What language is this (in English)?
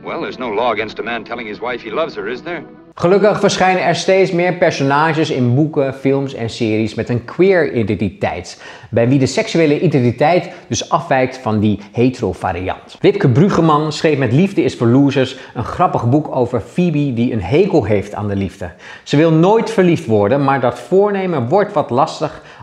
Dutch